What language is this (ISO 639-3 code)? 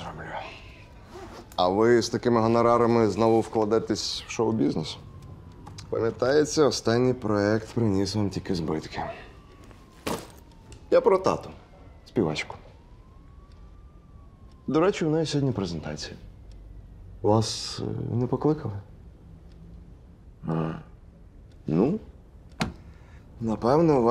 ukr